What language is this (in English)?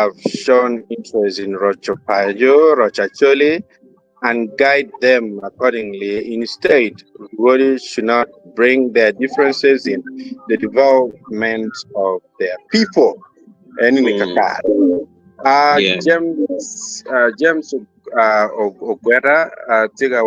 Acoli